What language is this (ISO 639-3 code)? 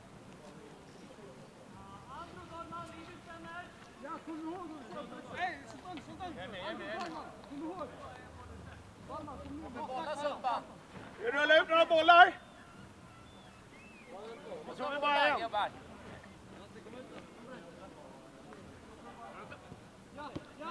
swe